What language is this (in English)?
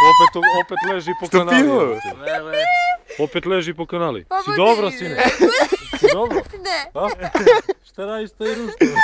Macedonian